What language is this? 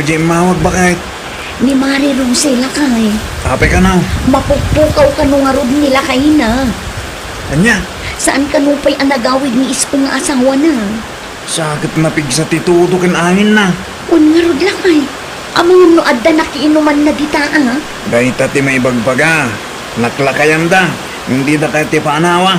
Iloko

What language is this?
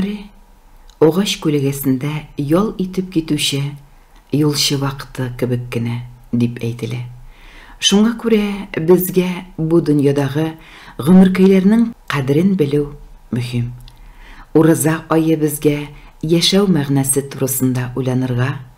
Tatar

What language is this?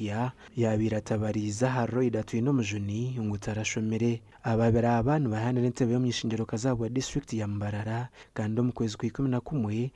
Nyankole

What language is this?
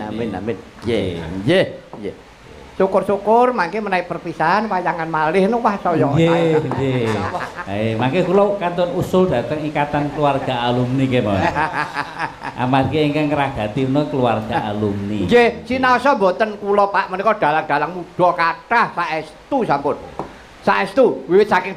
Javanese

